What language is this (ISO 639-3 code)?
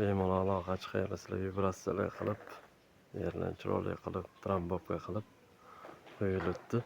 uzb